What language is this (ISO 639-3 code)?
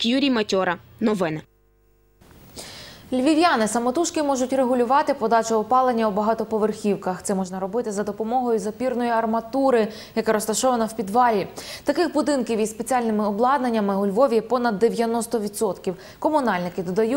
ukr